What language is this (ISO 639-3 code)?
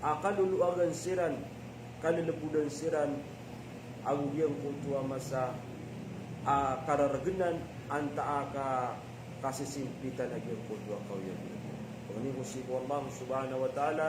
mrw